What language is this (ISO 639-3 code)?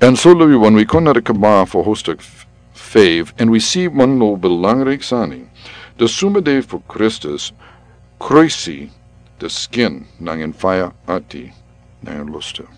srn